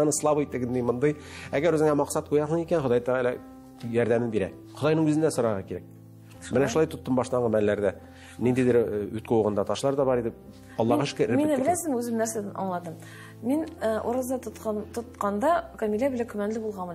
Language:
Tatar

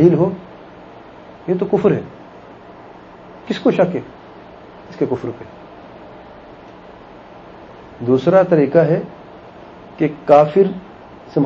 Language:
Urdu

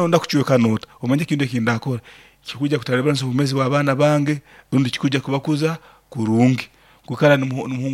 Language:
Nyankole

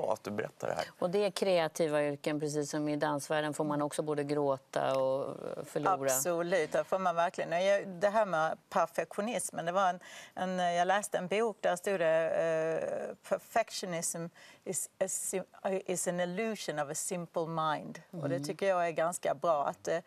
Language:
Swedish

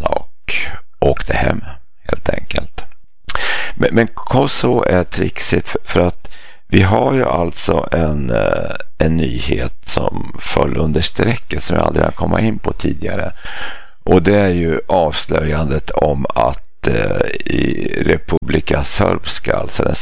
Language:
Swedish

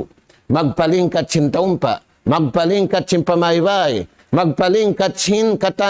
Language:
Tausug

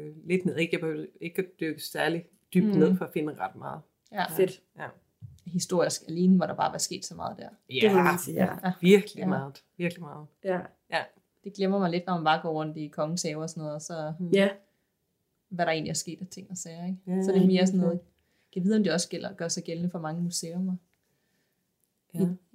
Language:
Danish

